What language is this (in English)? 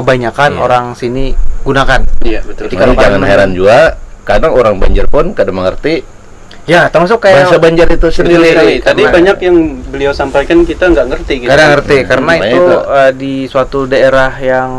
Banjar